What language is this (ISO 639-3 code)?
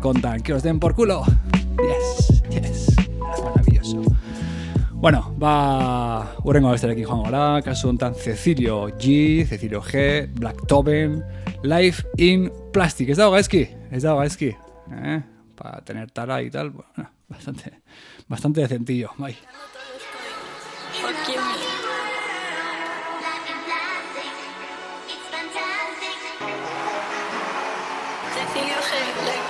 eus